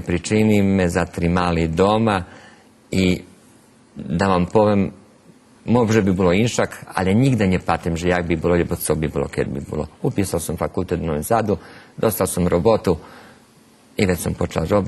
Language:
Rusyn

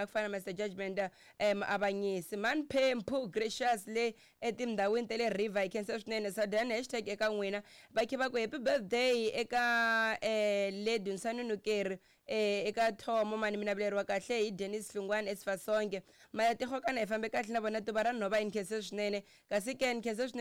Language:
Tsonga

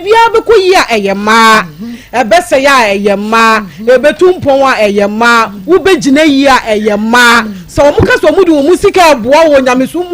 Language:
Akan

